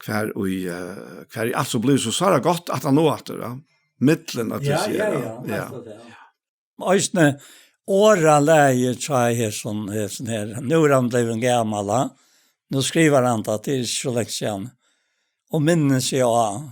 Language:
Faroese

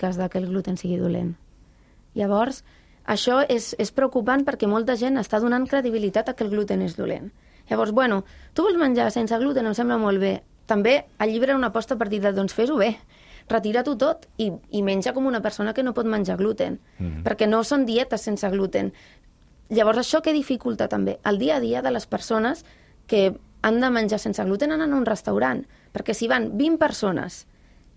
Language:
Catalan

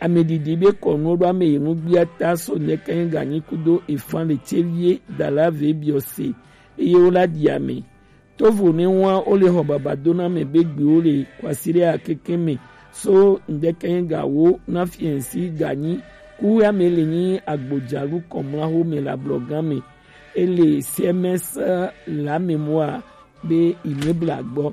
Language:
Gen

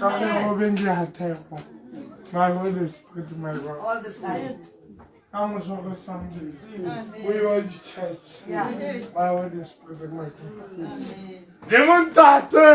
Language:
Tswana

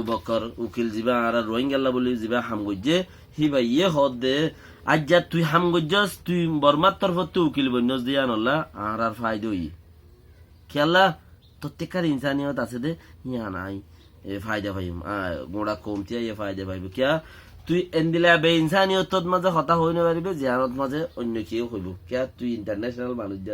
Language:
Rohingya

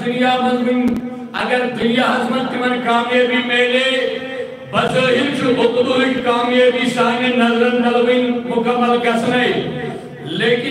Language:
Kashmiri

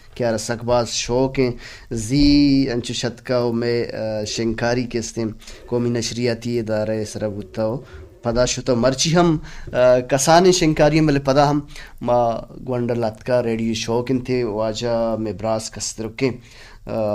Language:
Baluchi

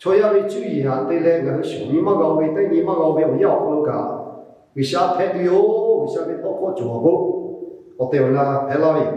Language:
Lahu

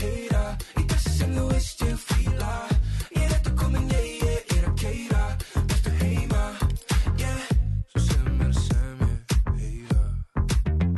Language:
Icelandic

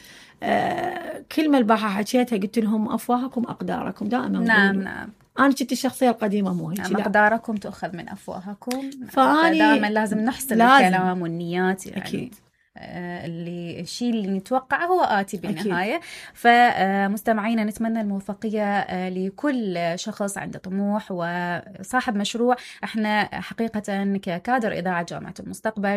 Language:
Mesopotamian Arabic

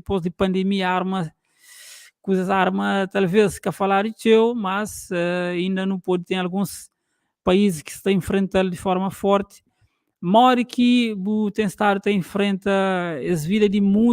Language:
Kabuverdianu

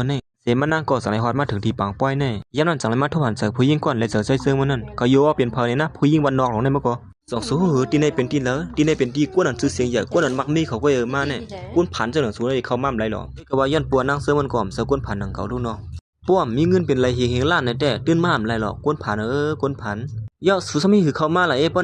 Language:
Shan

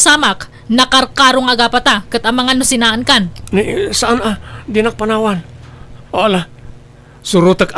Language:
Iloko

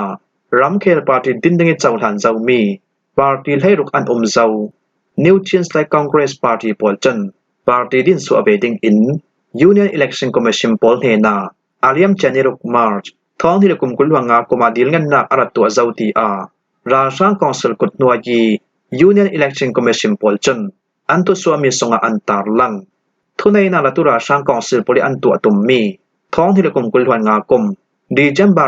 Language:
Falam Chin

